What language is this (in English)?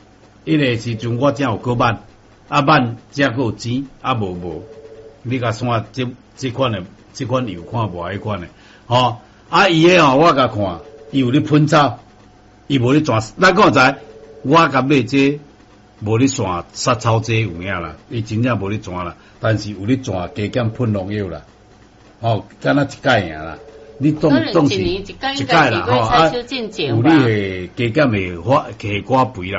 Min Nan Chinese